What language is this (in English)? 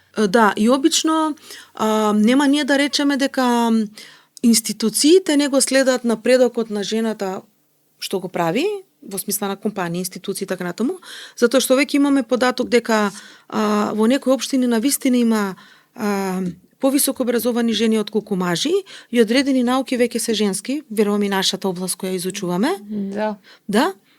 Macedonian